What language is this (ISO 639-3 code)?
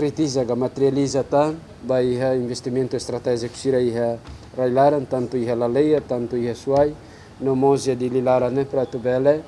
tet